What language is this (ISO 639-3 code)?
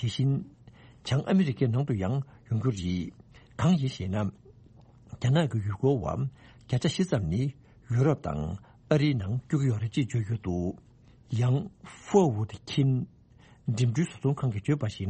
bod